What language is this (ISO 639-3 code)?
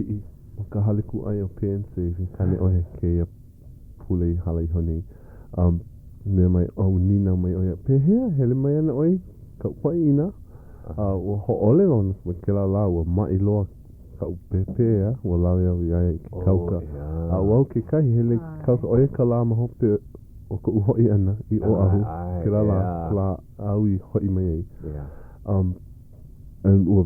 haw